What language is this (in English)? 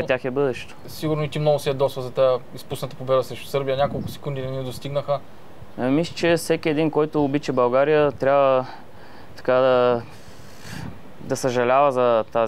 Bulgarian